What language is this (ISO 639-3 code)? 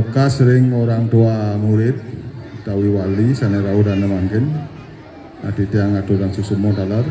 ban